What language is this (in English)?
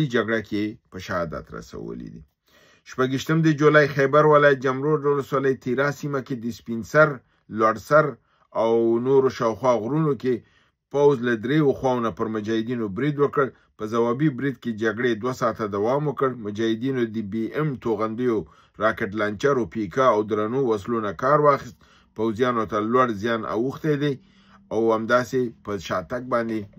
Pashto